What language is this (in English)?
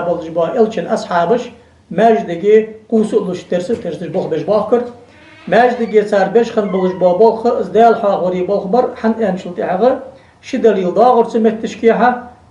Ingush